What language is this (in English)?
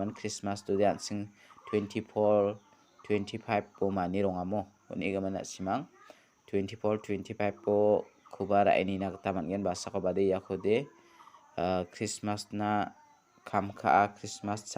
Garo